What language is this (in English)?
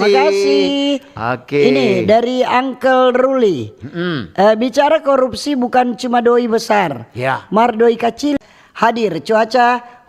Manado Malay